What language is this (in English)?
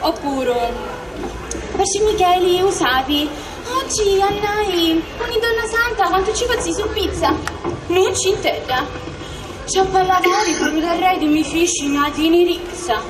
Sicilian